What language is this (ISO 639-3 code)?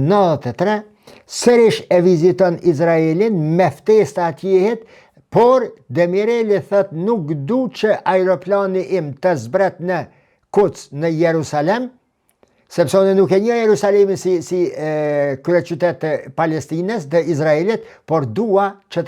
sqi